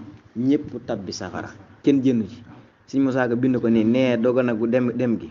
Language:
Wolof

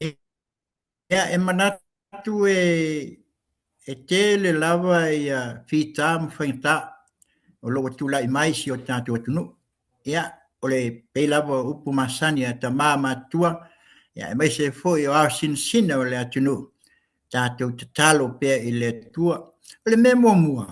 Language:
Samoan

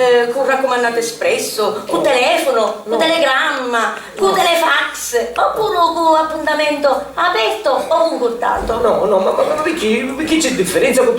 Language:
Sicilian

